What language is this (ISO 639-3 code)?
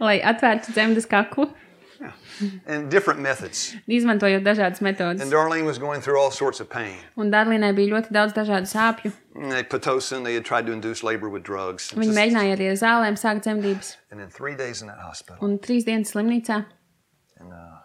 lav